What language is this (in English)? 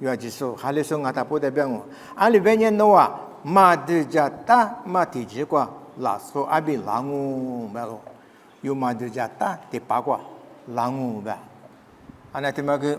Lisu